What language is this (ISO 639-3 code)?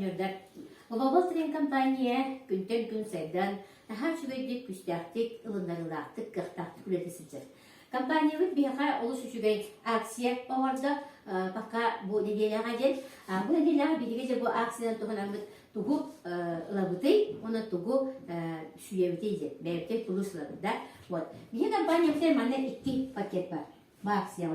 sah